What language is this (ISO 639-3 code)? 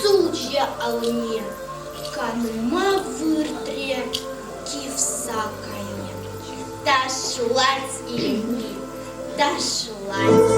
chv